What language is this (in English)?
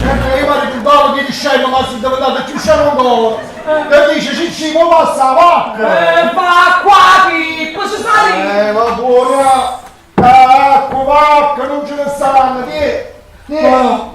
Neapolitan